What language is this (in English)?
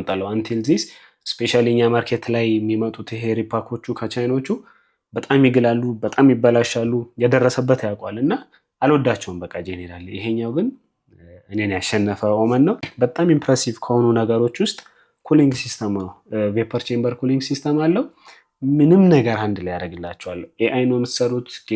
Amharic